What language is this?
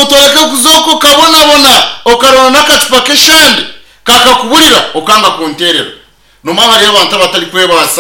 Nyankole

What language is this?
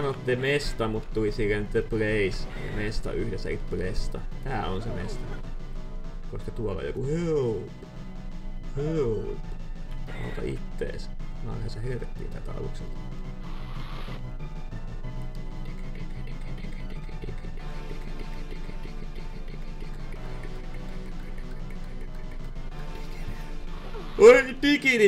Finnish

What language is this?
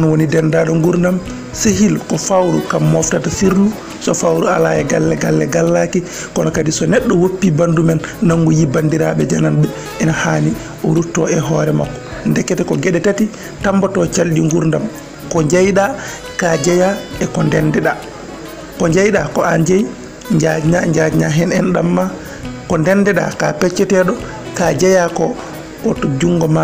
Fula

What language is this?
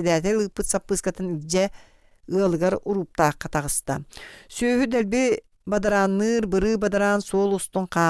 Yakut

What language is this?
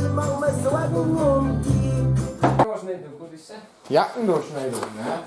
Bavarian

